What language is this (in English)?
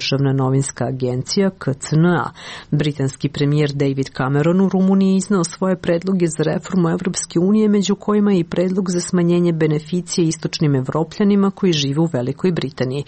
Serbian